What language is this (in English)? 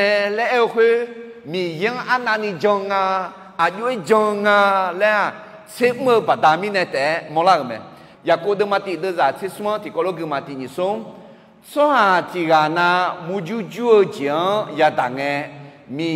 Akha